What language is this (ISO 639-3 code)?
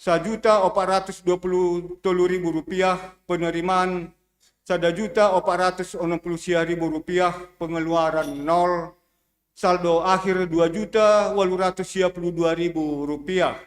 bts